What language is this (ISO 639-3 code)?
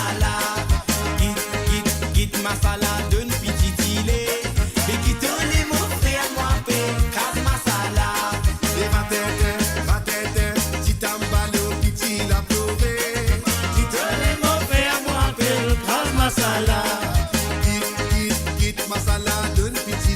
mfe